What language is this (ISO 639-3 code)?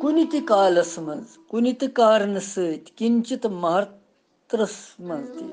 kas